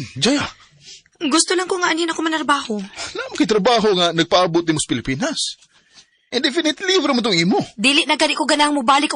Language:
Cebuano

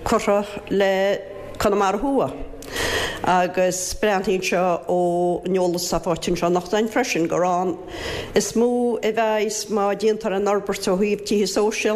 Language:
Irish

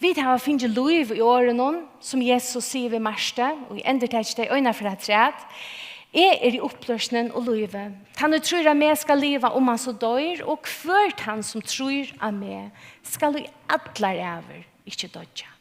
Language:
Faroese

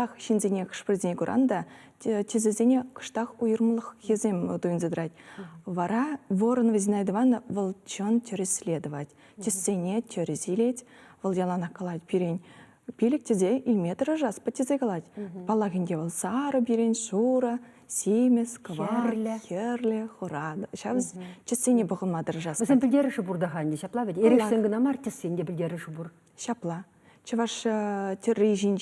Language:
Chuvash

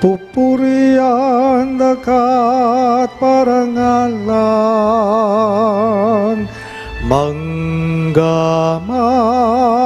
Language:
Pampanga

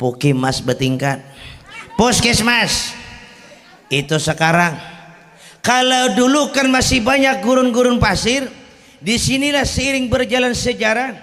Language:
Banjar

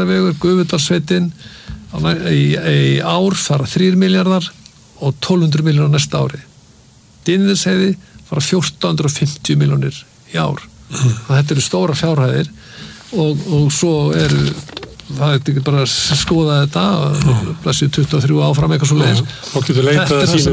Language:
Icelandic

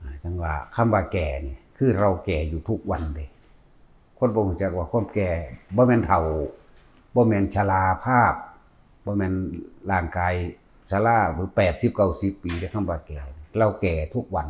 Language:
Northeastern Thai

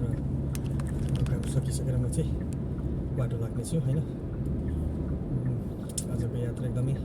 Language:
Nepali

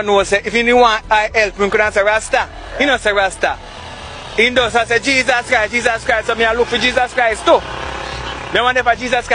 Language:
Jamaican Creole English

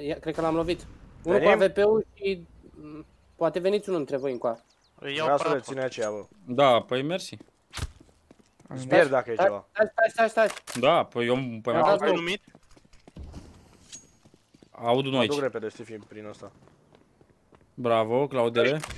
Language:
Romanian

